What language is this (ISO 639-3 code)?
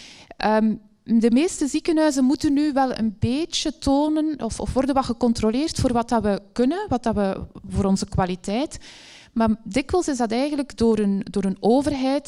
nld